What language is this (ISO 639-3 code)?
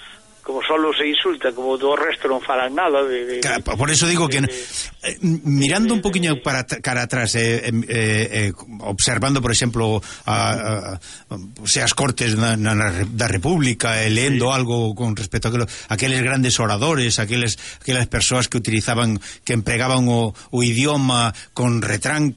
glg